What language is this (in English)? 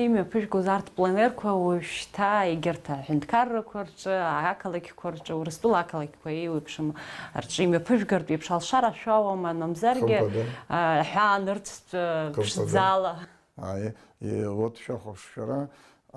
Abkhazian